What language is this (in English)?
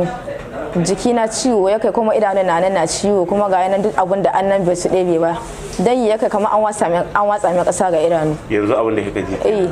Hausa